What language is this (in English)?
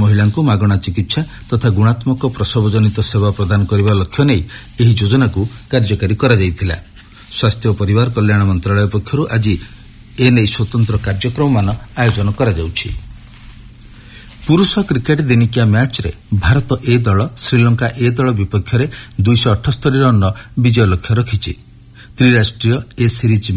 Odia